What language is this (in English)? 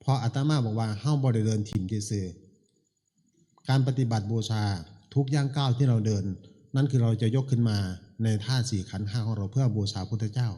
Northeastern Thai